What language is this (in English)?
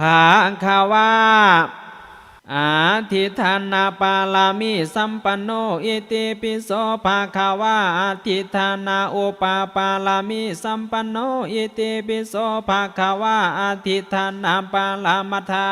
Pali